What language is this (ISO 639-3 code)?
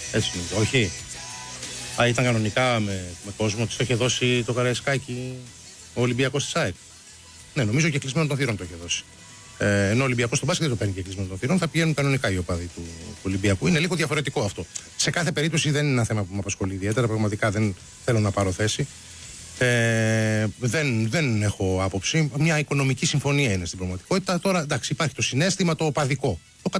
ell